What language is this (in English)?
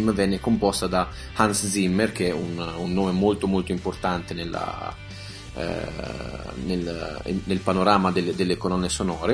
Italian